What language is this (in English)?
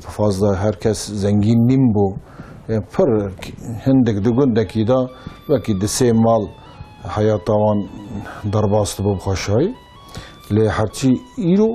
Kurdish